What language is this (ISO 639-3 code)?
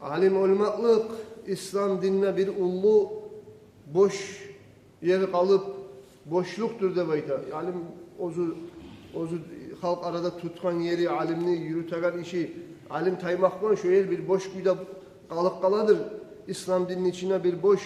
kum